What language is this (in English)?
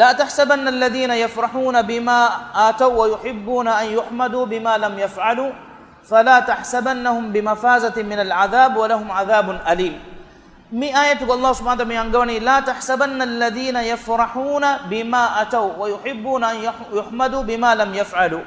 Divehi